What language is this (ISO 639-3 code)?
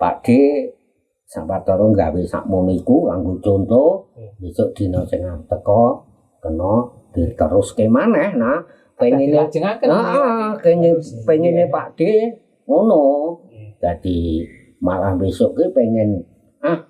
jav